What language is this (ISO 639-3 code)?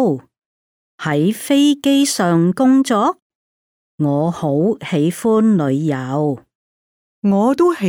yue